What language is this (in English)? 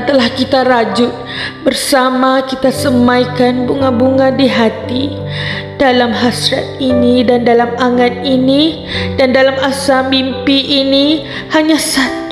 Malay